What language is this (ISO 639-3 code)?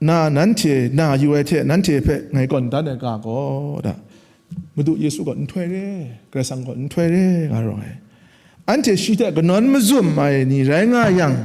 kac